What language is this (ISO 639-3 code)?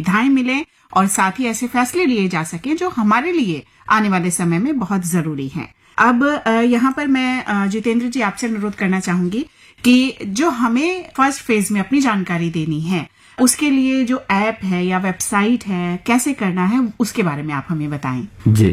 hin